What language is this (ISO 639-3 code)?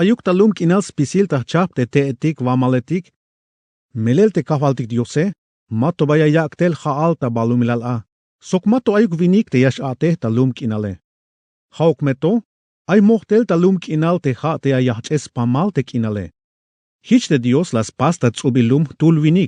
tzh